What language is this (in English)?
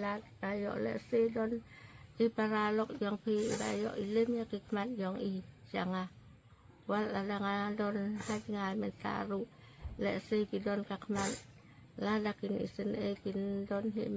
Khasi